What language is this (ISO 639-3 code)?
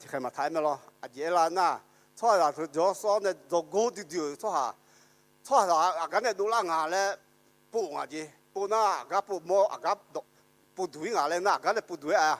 ahk